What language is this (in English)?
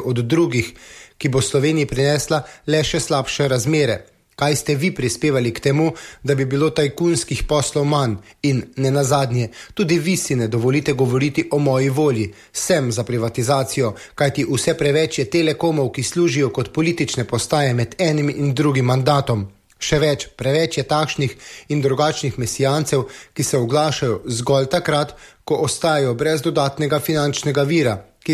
Slovenian